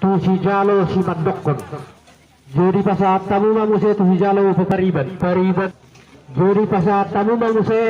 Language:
Batak Toba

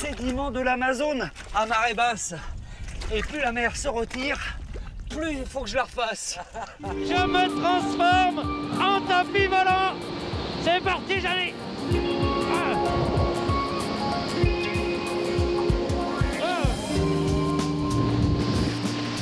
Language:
French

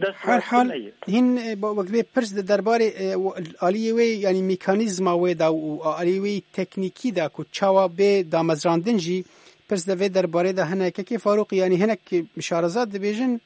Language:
Kurdish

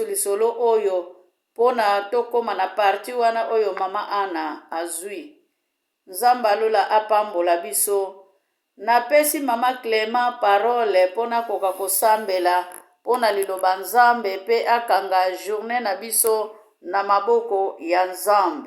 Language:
Lingala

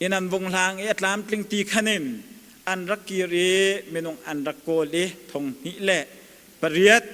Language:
Hakha Chin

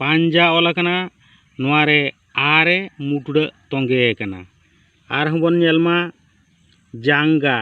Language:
Santali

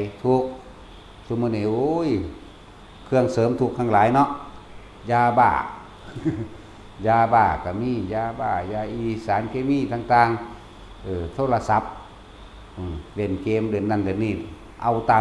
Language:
Lao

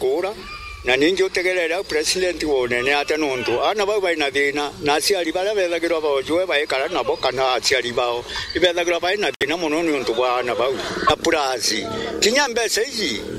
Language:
Meru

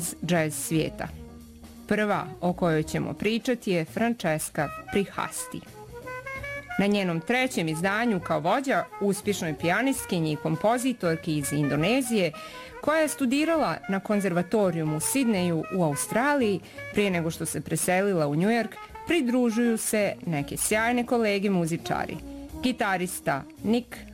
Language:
Bosnian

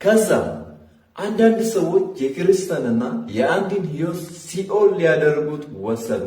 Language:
Amharic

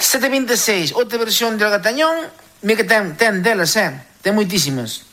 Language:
Galician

